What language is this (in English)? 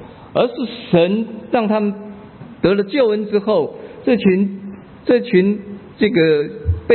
Chinese